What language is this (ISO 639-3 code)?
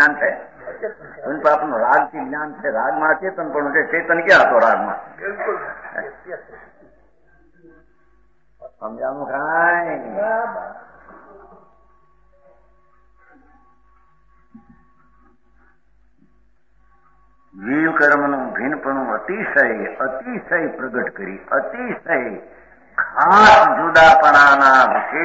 guj